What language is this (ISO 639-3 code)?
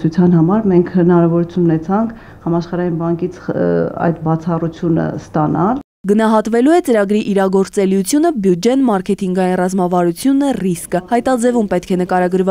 hye